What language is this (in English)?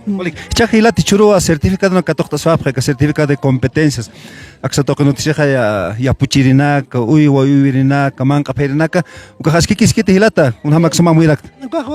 Aymara